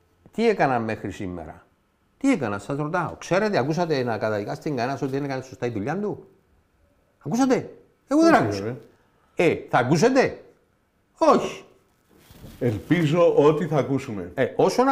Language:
Greek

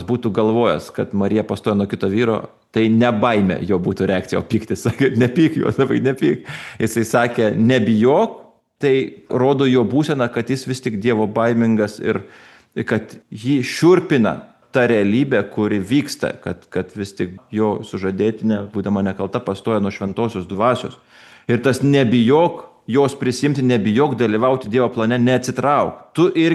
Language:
Lithuanian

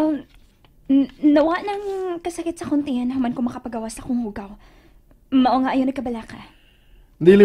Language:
Cebuano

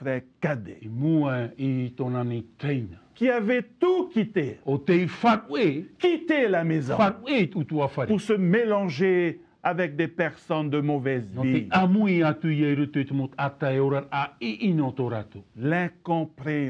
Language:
Tahitian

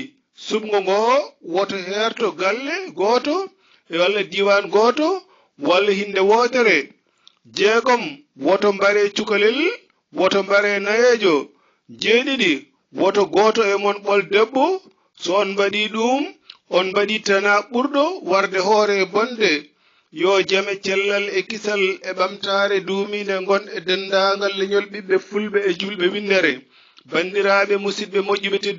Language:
Fula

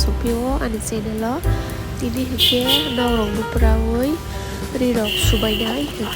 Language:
Kok Borok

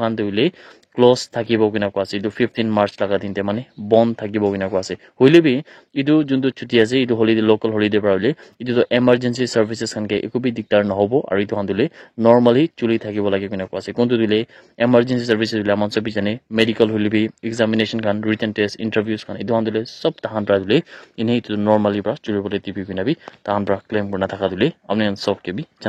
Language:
Naga Pidgin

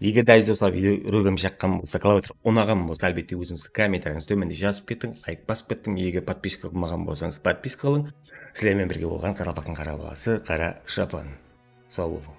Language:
Kara-Kalpak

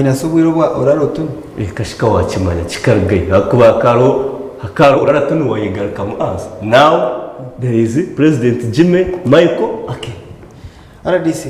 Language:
Nyankole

